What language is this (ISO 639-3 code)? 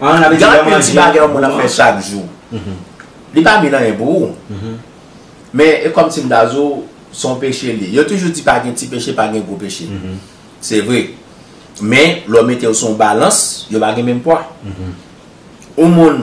hat